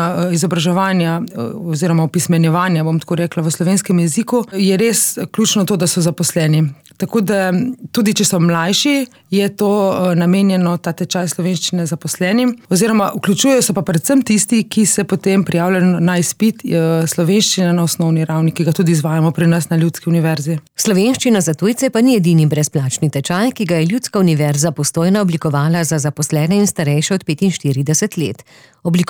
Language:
Slovenian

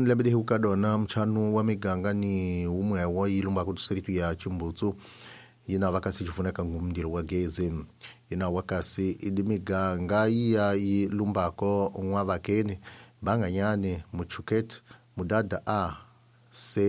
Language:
Tsonga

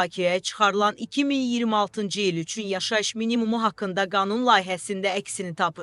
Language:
Azerbaijani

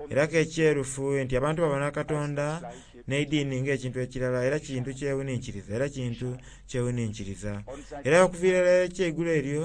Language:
Soga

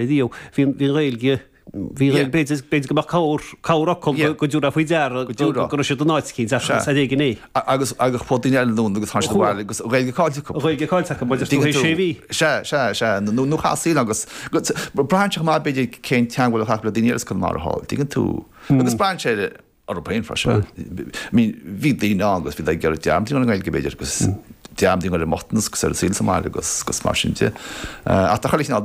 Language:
Irish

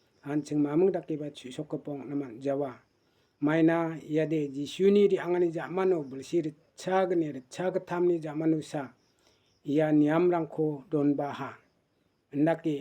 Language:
Garo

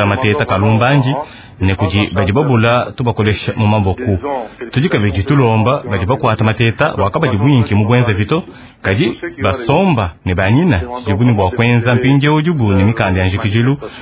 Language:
Luba-Lulua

